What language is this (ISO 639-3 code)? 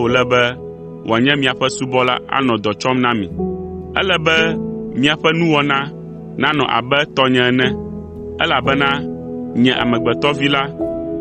ewe